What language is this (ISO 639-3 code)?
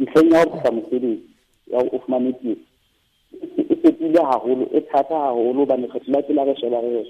sot